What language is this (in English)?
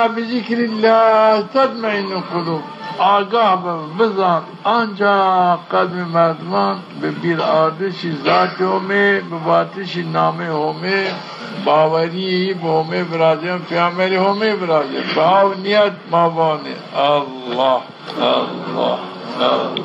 Zaza